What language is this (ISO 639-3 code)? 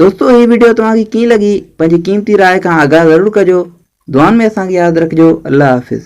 snd